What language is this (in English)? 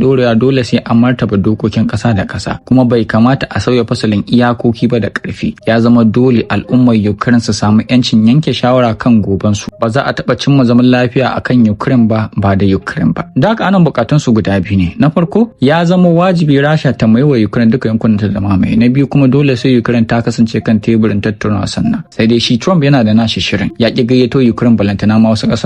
Hausa